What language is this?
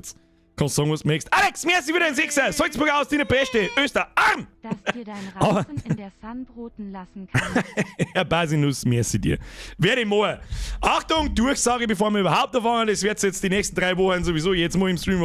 Bavarian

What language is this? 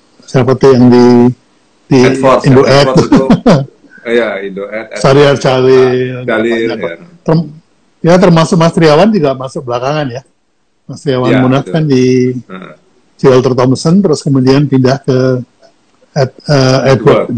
Indonesian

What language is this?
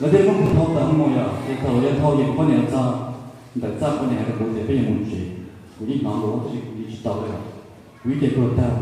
Hmong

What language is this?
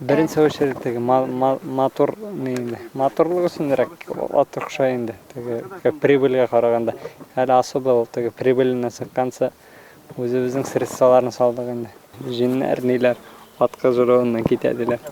Bashkir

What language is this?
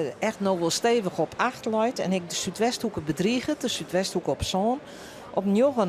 Western Frisian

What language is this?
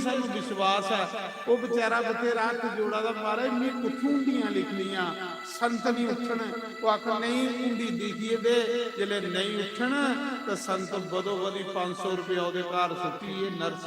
Dogri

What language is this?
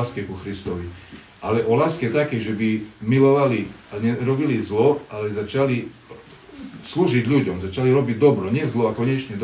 Slovak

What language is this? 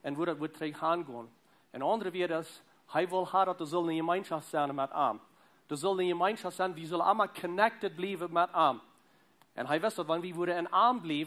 Plautdietsch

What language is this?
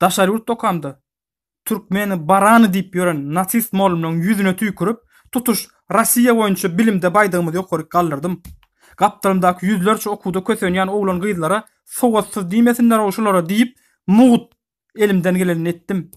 Turkmen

